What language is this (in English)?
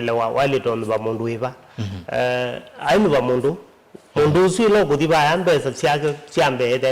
Kamba